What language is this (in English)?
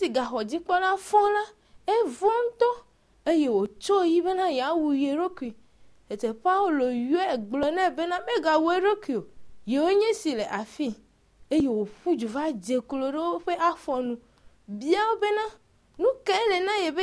Ewe